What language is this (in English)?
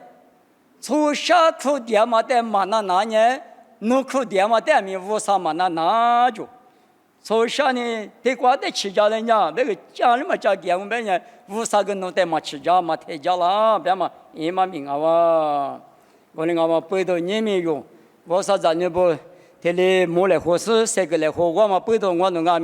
Lisu